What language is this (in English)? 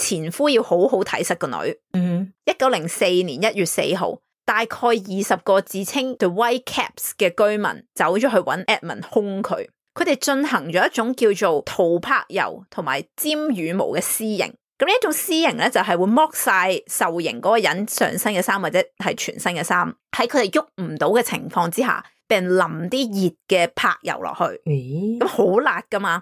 Cantonese